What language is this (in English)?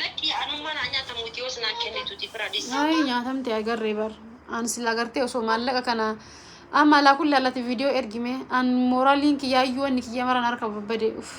Oromo